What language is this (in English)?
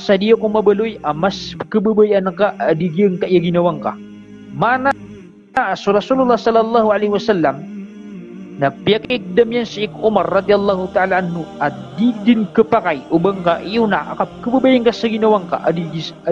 Maranao